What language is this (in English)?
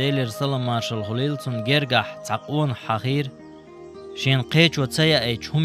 Chechen